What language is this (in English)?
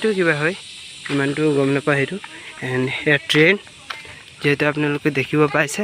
Assamese